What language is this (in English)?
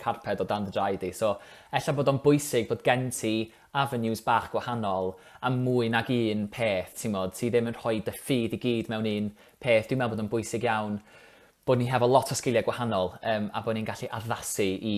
Welsh